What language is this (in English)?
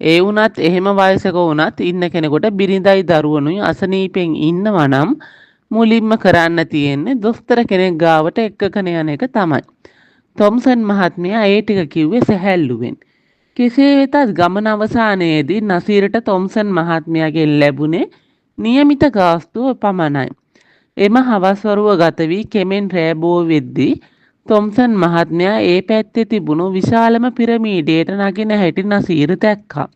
Sinhala